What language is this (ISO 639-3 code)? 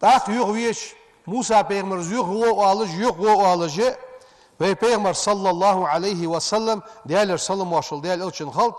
inh